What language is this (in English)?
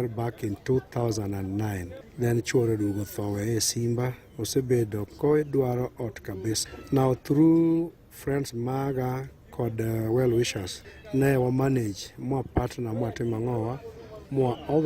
Luo (Kenya and Tanzania)